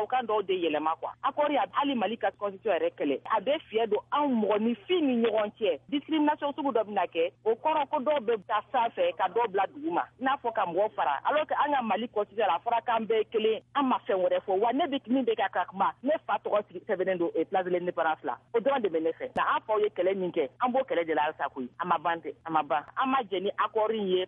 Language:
Bambara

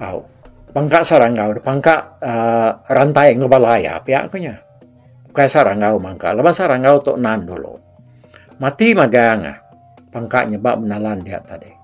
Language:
Iban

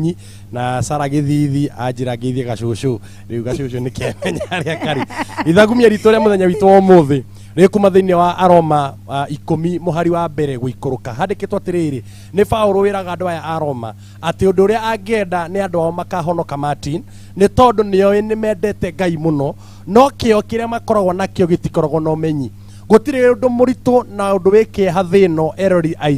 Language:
Kikuyu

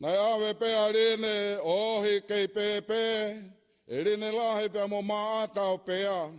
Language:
Tongan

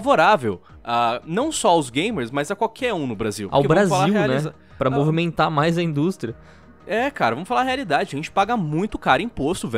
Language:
Portuguese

